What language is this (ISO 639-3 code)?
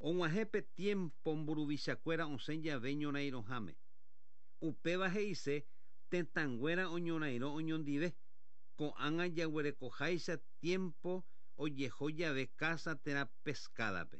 grn